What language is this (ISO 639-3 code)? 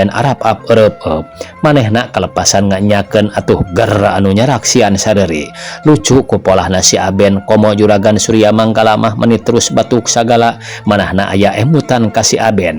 sun